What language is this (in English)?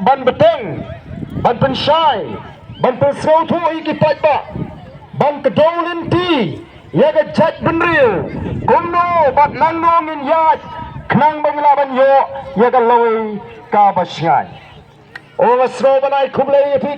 Khasi